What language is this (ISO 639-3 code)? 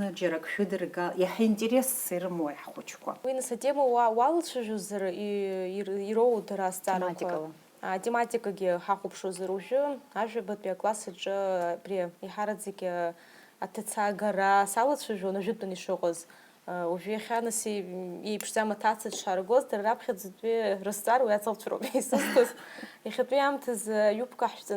abk